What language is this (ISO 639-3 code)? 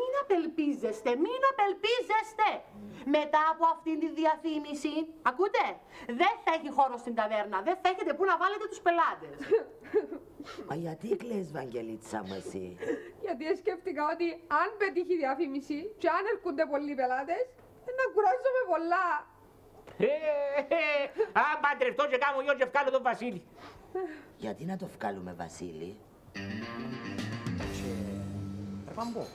ell